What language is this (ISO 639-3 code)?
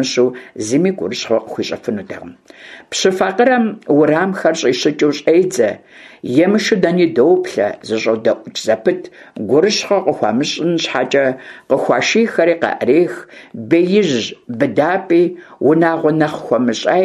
kbd